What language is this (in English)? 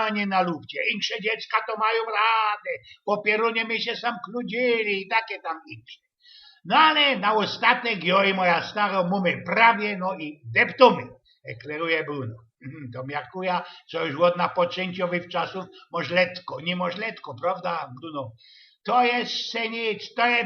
Silesian